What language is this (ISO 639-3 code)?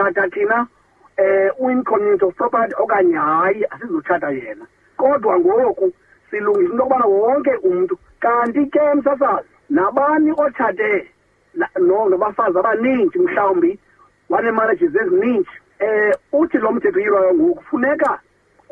xho